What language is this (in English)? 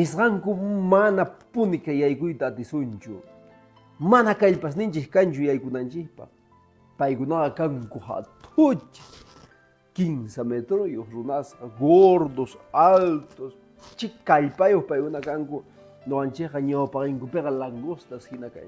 Quechua